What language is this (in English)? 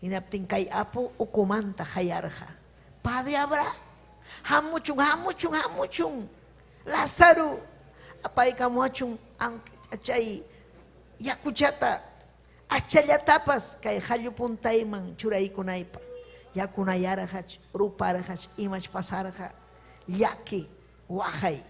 Ayacucho Quechua